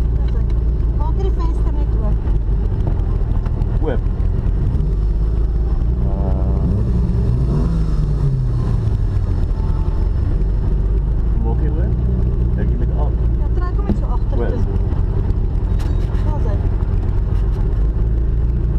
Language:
Afrikaans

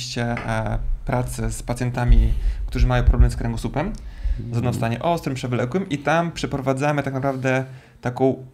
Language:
Polish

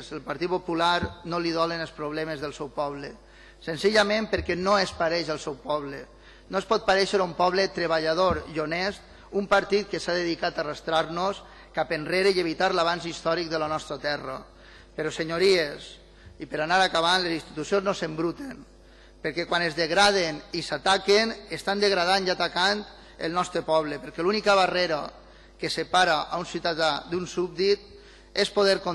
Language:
Catalan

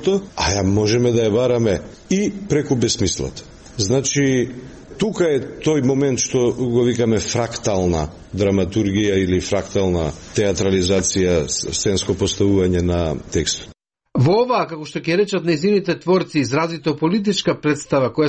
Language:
Macedonian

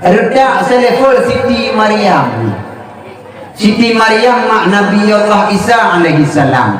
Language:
Achinese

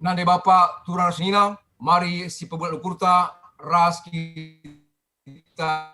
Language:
Batak Karo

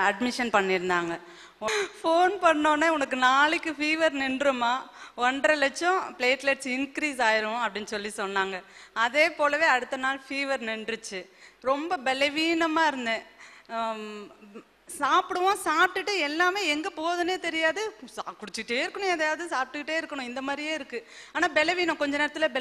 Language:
Tamil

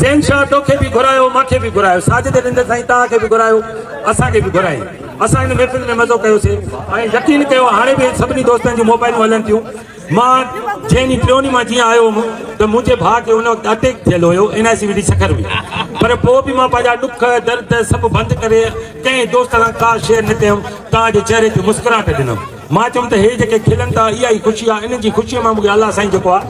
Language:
Sindhi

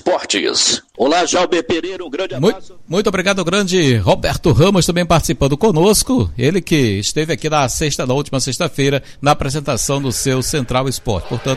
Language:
Portuguese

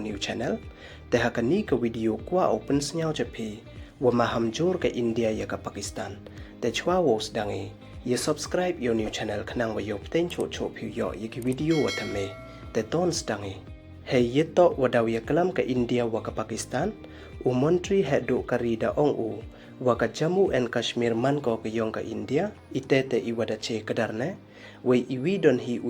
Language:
Pnar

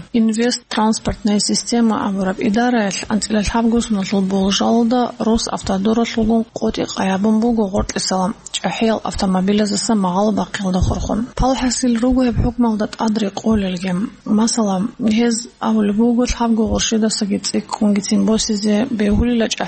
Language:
Avaric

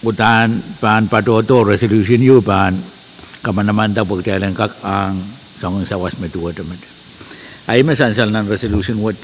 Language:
Pohnpeian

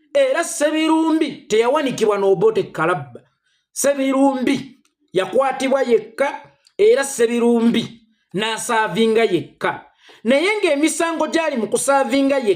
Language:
Ganda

